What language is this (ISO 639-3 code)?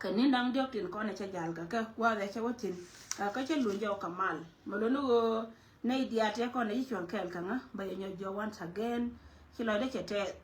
nus